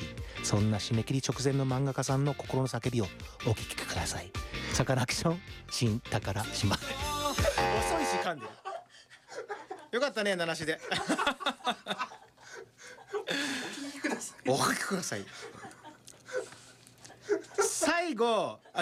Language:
Japanese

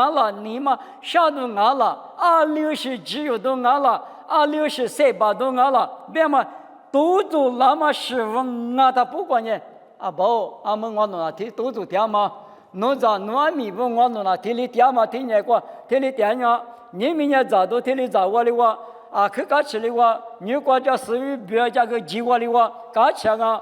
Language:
Lisu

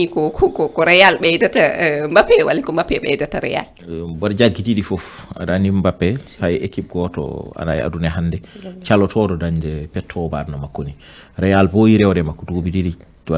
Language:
Fula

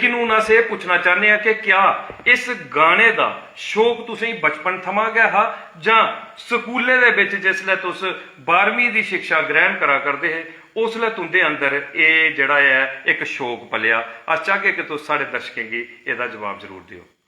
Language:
Dogri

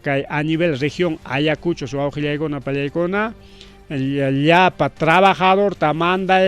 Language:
Ayacucho Quechua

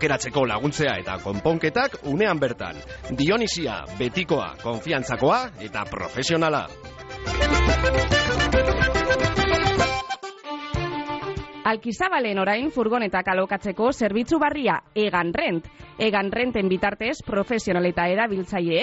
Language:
Basque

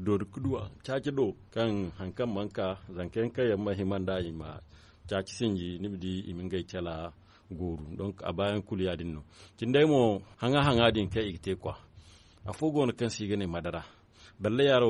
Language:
Zarma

